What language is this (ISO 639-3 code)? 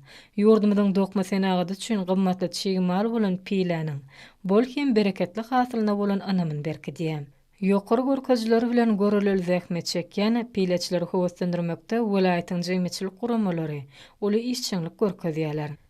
tuk